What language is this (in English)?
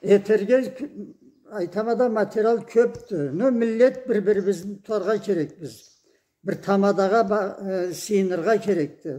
Karachay-Balkar